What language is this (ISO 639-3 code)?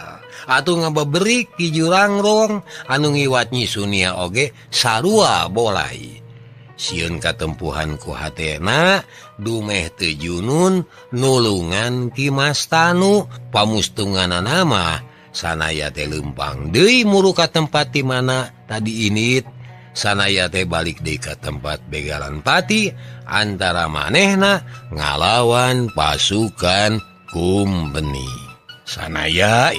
sun